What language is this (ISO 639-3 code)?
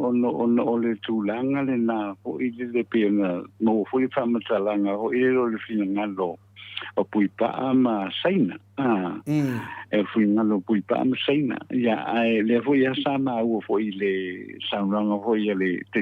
smo